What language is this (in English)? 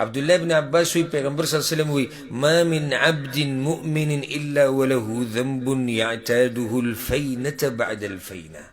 Pashto